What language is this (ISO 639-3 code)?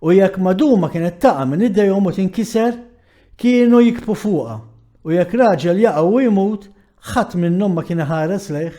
mlt